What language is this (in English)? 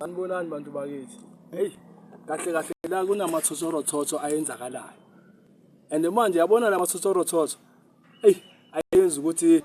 Zulu